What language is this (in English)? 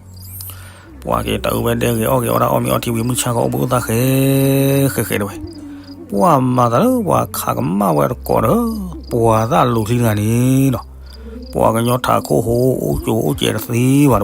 S'gaw Karen